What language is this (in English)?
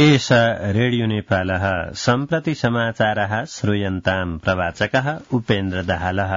Sanskrit